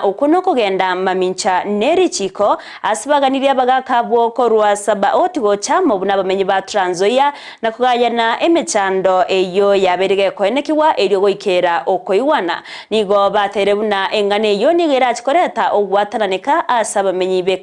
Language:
Gusii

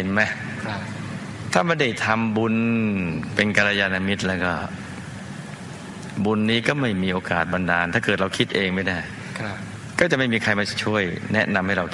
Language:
Thai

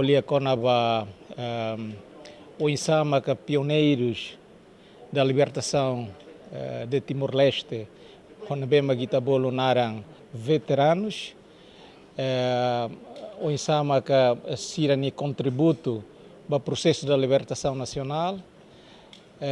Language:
Tetum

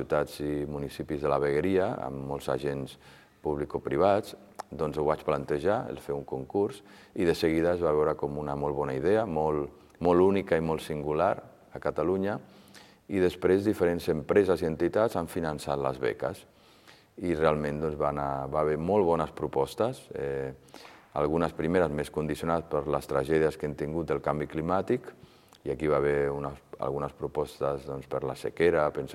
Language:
Catalan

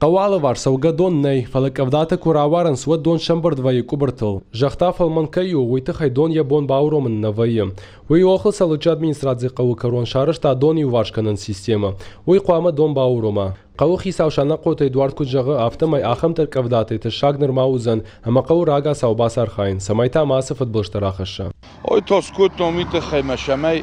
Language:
Ossetic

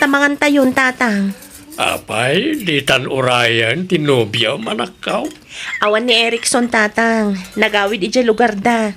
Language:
Iloko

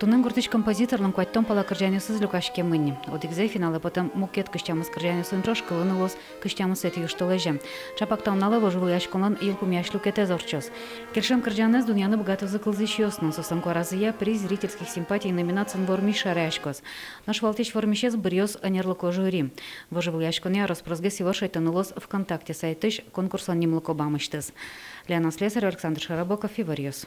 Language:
Udmurt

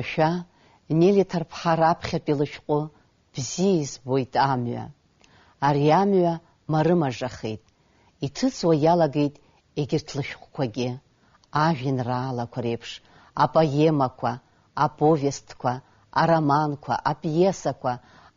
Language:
Abkhazian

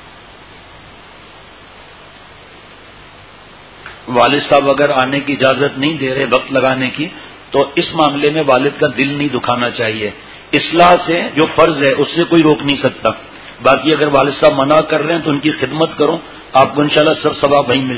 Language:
Urdu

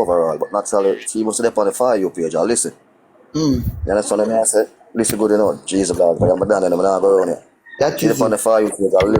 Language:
Jamaican Creole English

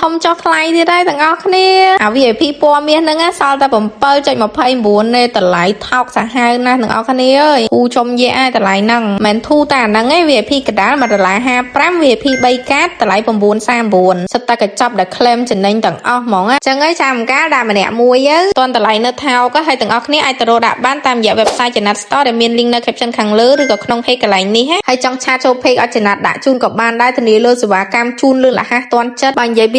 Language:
Khmer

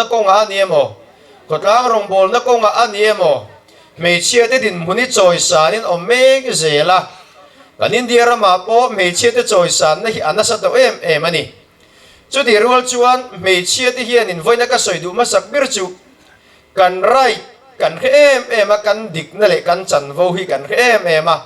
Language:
Mizo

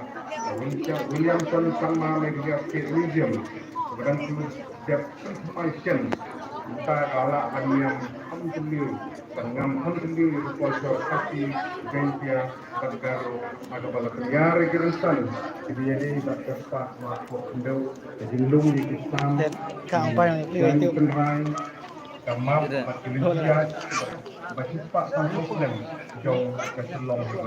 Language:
Khasi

